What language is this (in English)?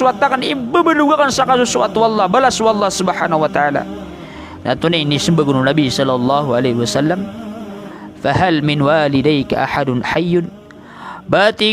Maranao